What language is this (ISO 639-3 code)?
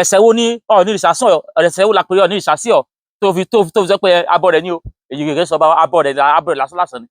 yor